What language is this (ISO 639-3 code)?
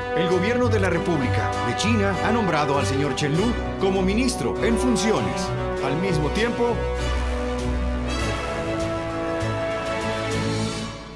spa